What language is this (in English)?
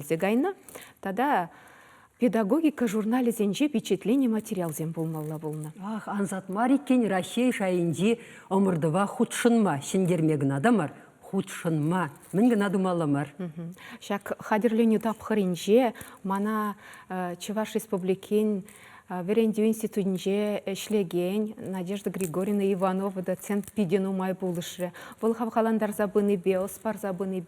Chuvash